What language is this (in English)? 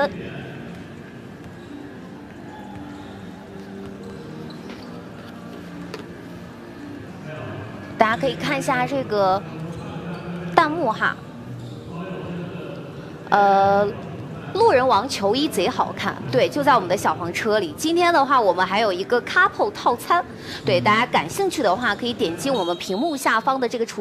Chinese